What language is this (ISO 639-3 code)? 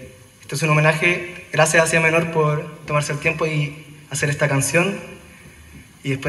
spa